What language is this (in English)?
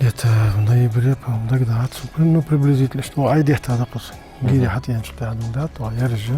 Ingush